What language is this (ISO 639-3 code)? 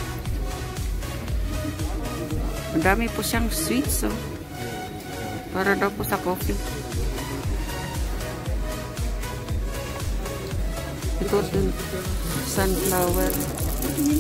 fil